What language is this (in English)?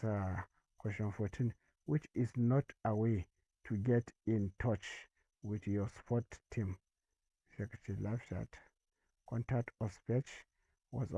Hausa